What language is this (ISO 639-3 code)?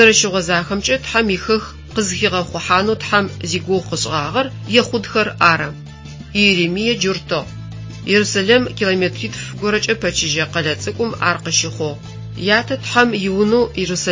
ady